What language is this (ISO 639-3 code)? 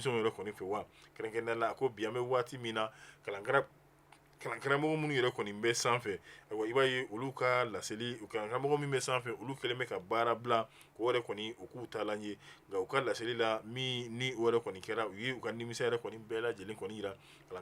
bam